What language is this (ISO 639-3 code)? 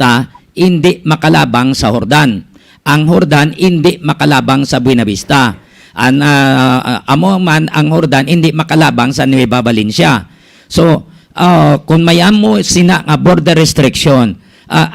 hil